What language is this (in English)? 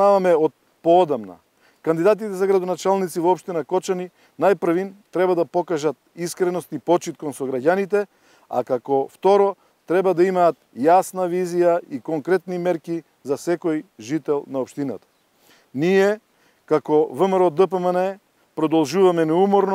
Macedonian